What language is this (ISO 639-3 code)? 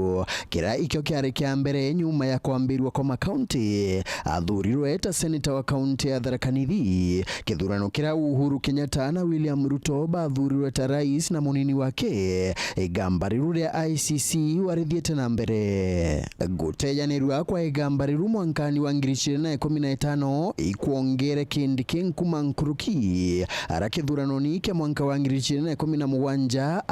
mer